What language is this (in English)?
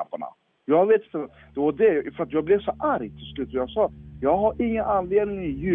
Swedish